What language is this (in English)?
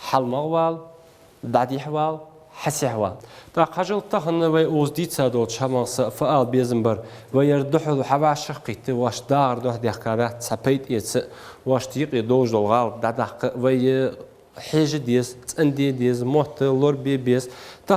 Ingush